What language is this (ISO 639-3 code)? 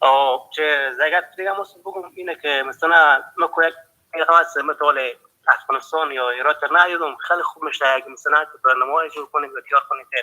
fas